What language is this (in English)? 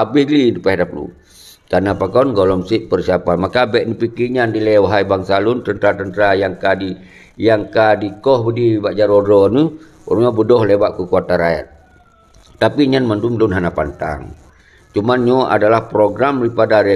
Achinese